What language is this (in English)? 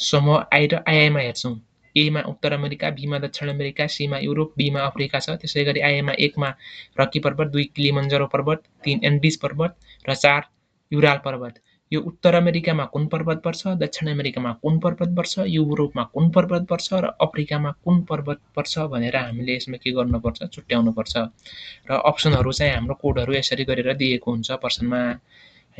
Nepali